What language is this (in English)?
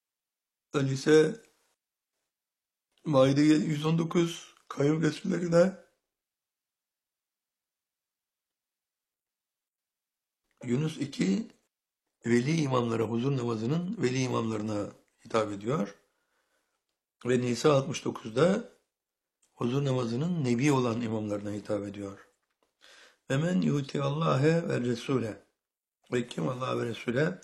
Turkish